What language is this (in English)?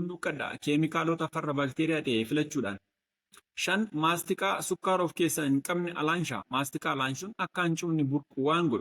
Oromo